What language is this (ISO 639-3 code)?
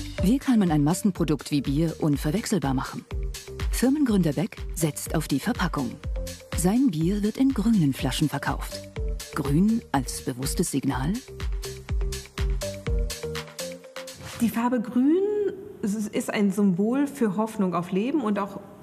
deu